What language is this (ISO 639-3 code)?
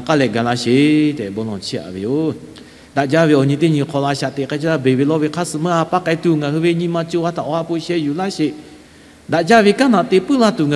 lhu